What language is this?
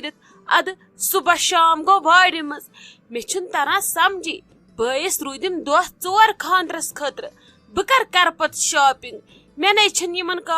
Kashmiri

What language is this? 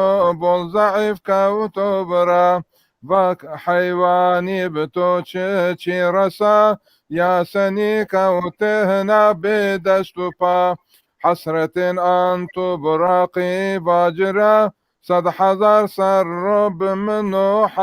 Zaza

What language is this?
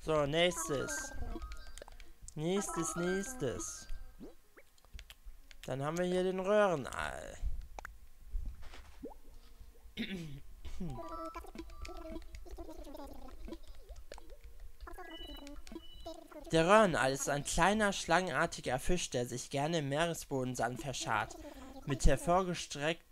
German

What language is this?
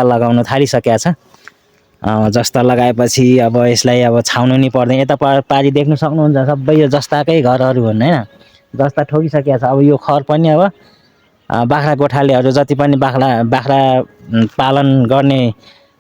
Nepali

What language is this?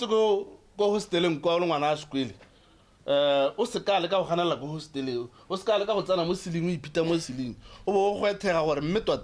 Tswana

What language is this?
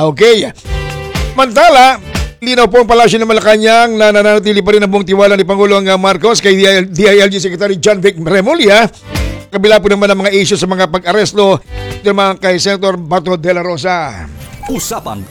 Filipino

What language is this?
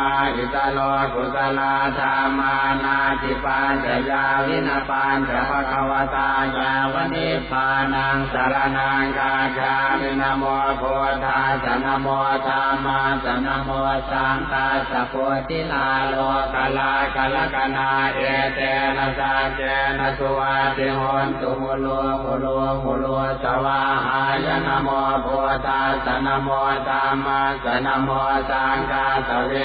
Pali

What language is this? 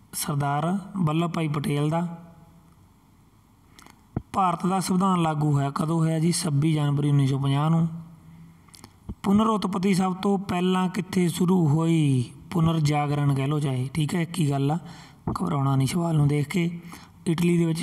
Punjabi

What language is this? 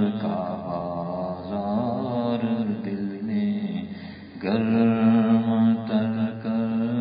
Urdu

